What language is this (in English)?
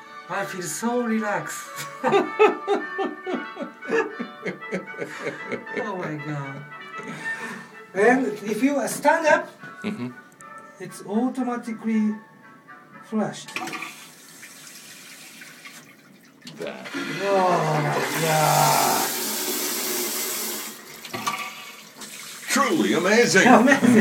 English